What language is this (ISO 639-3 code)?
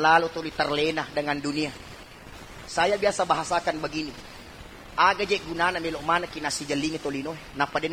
bug